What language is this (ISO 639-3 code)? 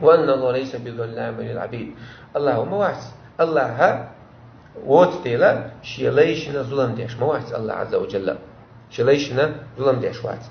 che